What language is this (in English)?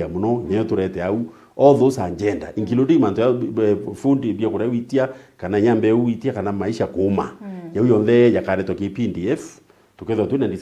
Meru